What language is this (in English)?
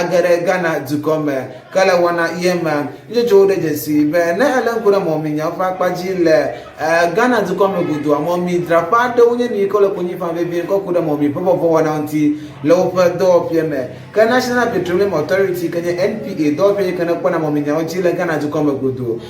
Ewe